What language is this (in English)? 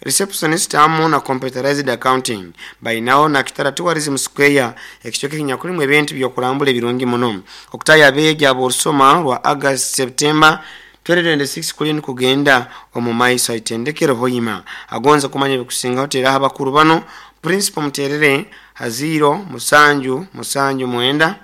Nyankole